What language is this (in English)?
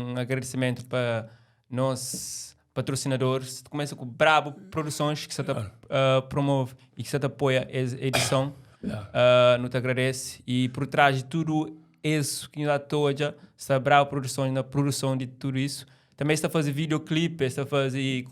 Kabuverdianu